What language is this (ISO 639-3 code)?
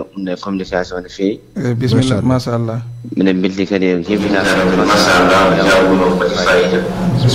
ful